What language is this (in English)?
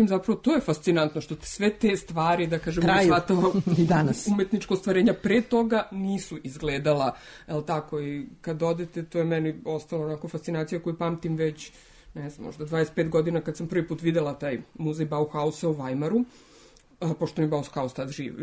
Serbian